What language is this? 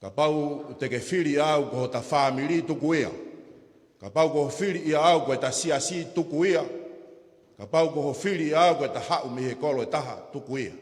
Tongan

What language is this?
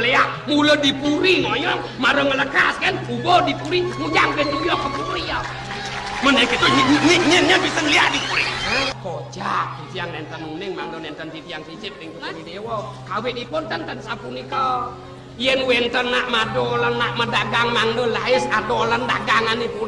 Balinese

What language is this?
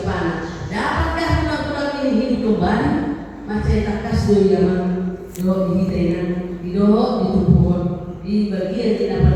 Batak Toba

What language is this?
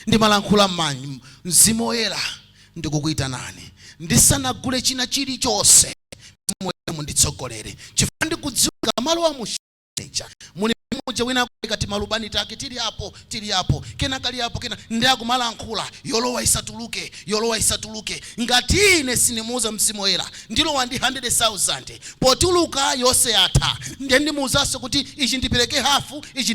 Nyanja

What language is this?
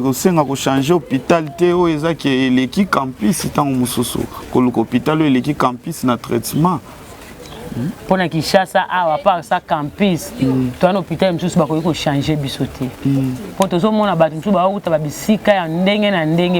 Lingala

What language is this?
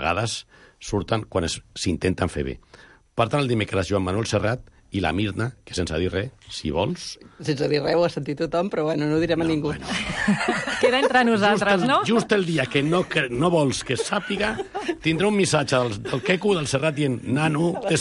Catalan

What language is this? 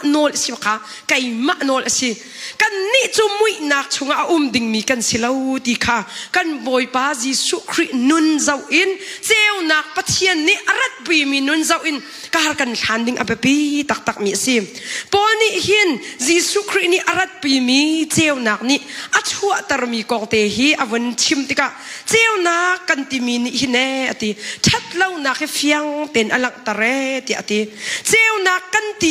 Hakha Chin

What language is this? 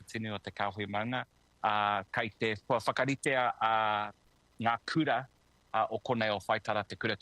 Māori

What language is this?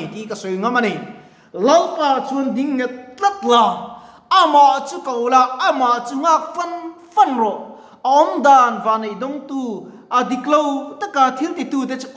Mizo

